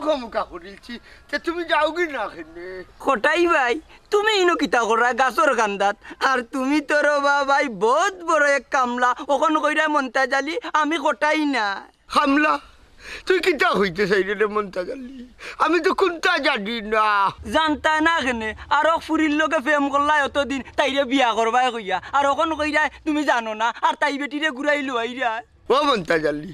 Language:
Sylheti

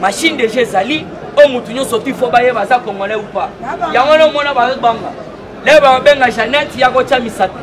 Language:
Lingala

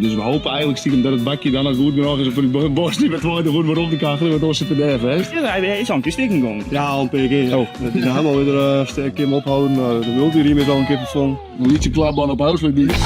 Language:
Western Frisian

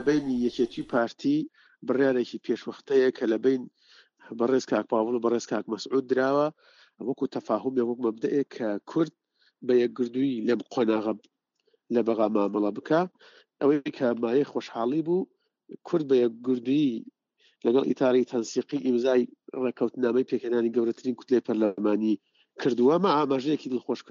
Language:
Central Kurdish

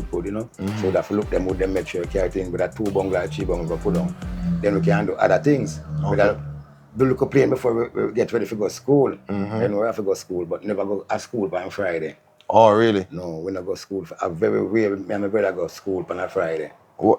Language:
Jamaican Creole English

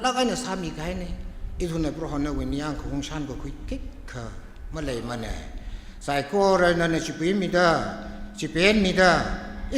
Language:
Tangkhul Naga (India)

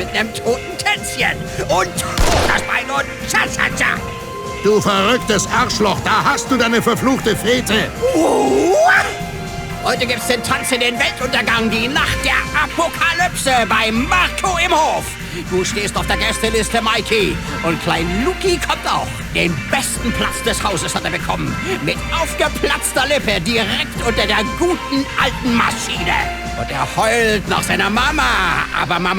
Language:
Bavarian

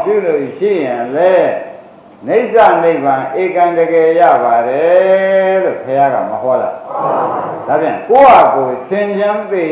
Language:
Burmese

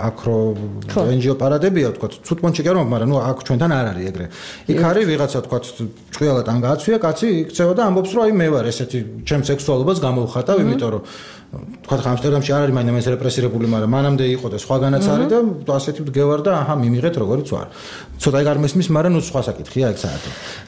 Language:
Georgian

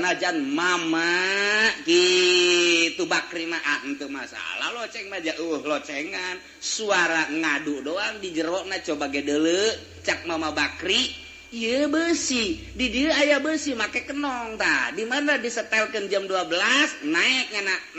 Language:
Sundanese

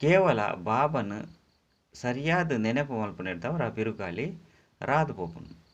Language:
Tulu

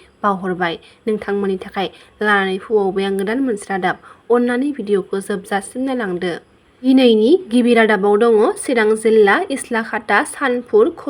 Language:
Bodo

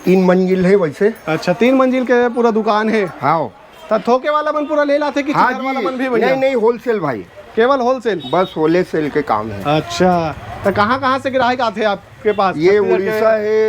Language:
Chhattisgarhi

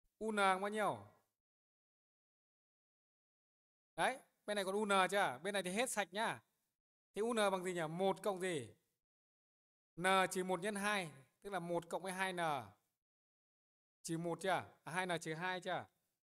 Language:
Vietnamese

